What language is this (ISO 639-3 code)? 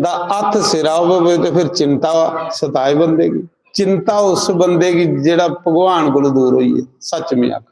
doi